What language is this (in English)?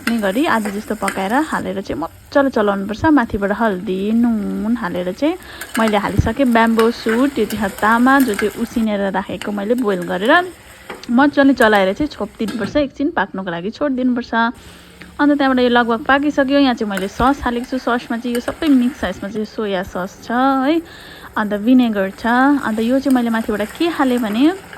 Nepali